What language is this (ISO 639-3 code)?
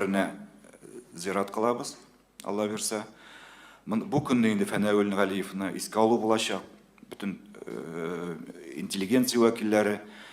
tat